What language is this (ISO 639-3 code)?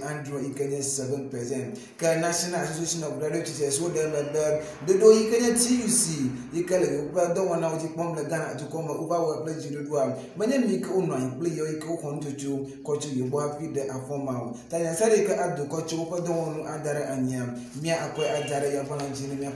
ewe